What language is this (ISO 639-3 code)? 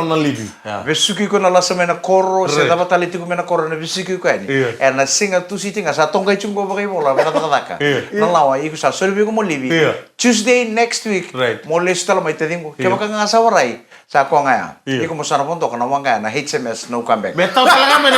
fij